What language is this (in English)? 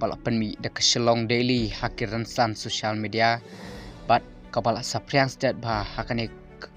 Khasi